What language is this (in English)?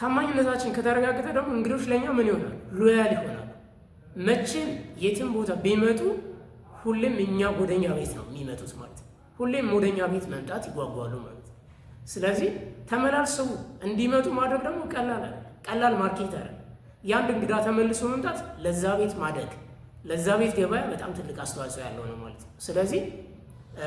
Amharic